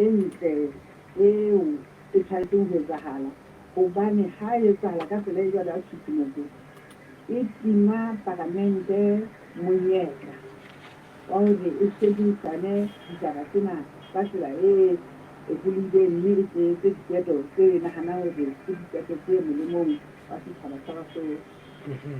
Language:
Southern Sotho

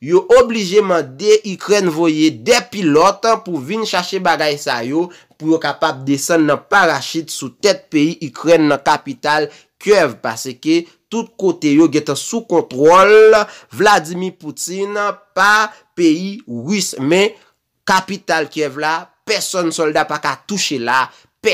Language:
Haitian Creole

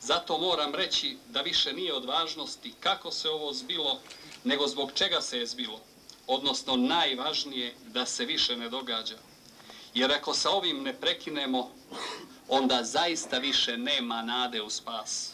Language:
Croatian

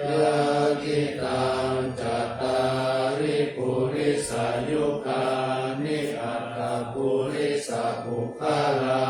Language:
Pali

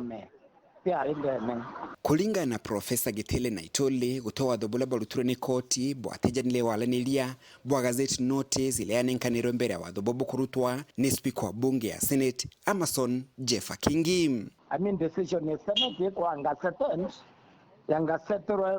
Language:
Meru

